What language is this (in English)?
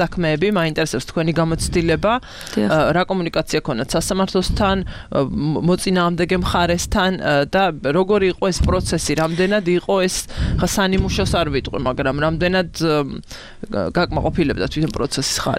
Georgian